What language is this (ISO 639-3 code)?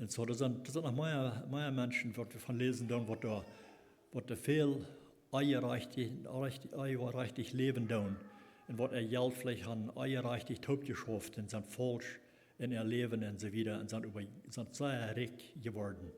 pdt